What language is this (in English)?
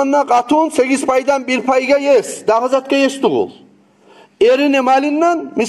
Kumyk